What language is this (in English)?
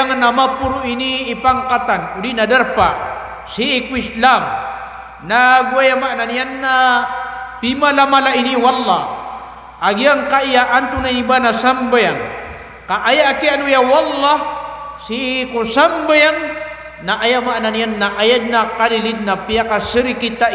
Maranao